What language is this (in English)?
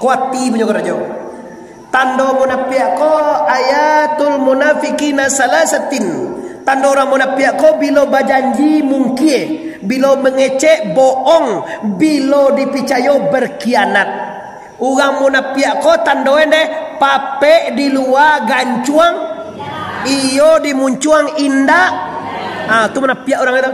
Minangkabau